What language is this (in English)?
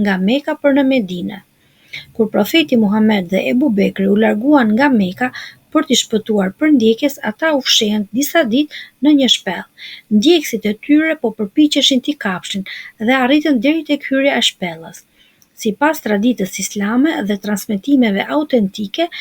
Albanian